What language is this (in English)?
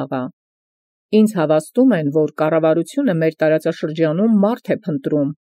Armenian